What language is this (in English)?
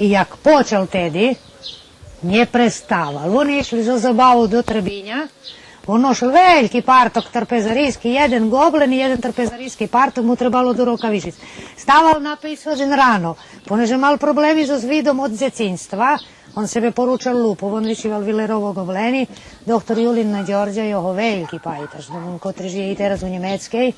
Rusyn